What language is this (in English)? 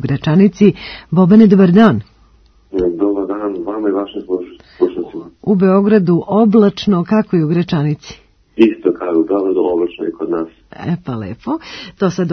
Serbian